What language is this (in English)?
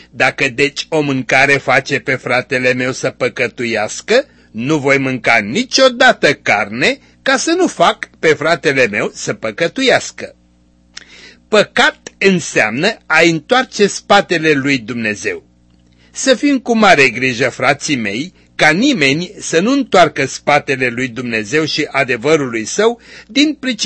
Romanian